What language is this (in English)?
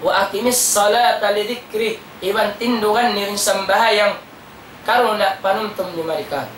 Tausug